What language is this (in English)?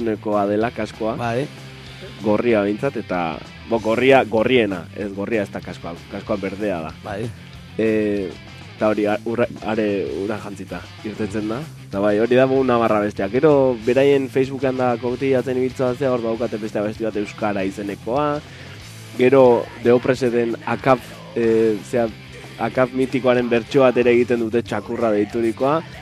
Basque